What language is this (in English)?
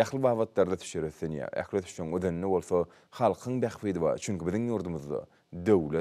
Turkmen